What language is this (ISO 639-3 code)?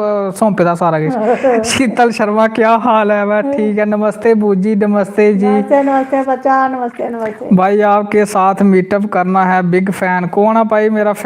doi